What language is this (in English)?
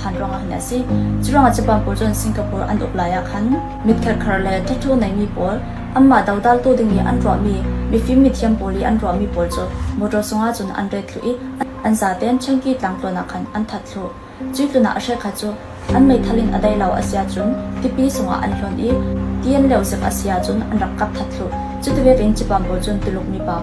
Falam Chin